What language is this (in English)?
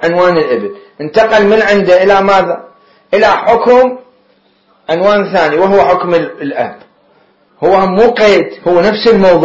Mesopotamian Arabic